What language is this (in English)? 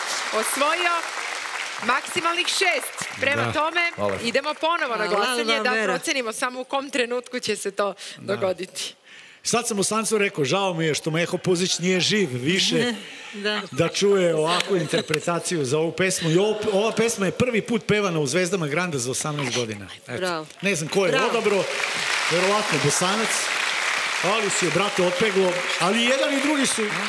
Serbian